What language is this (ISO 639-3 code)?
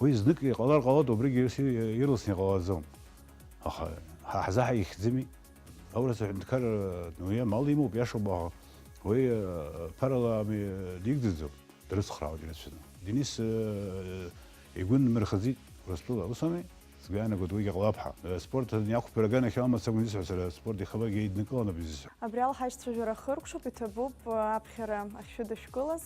abk